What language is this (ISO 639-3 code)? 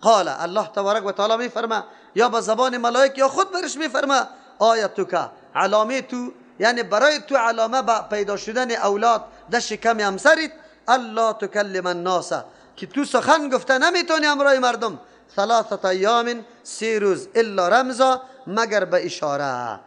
fas